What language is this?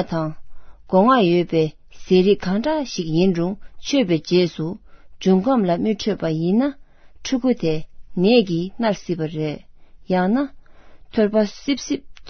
Tibetan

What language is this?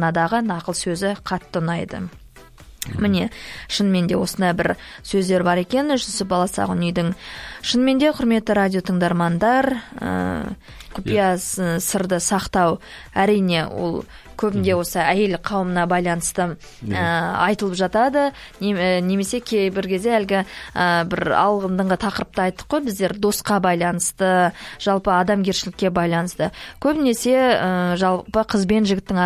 Kazakh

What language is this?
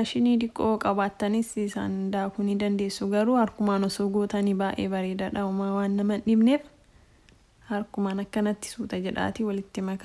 Oromo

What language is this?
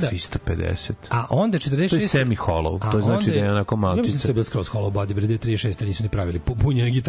Serbian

